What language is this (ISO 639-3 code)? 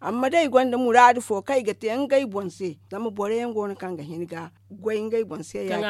dje